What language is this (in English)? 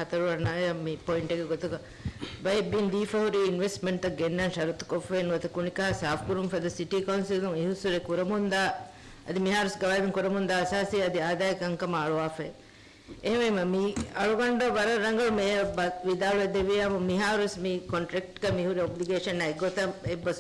Divehi